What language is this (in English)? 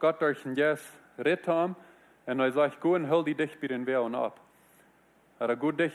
Plautdietsch